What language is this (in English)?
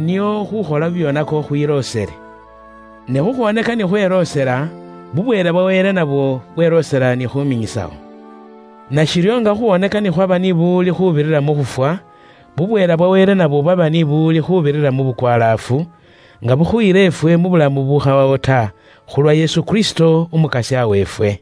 Luyia